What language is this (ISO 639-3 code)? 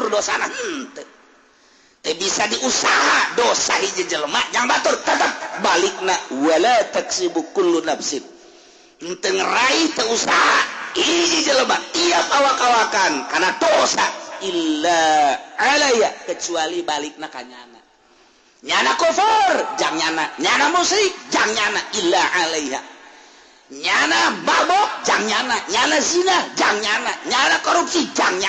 sun